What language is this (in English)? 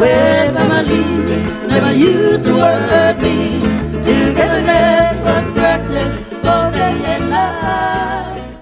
Hawaiian